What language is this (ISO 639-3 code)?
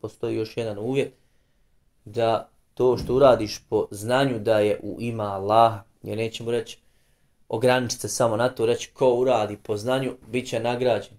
bos